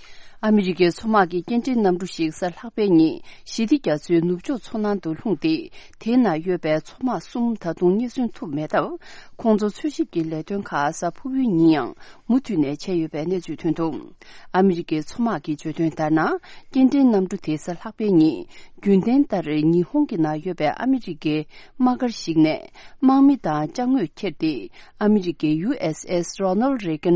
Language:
Tibetan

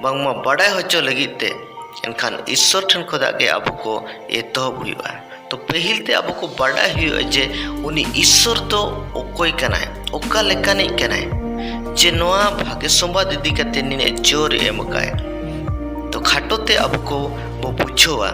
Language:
Santali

